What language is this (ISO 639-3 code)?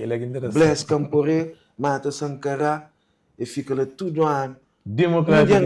kea